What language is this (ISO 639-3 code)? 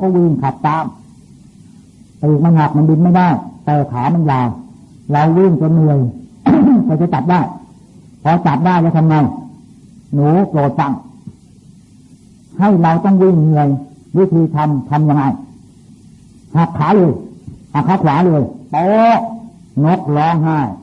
tha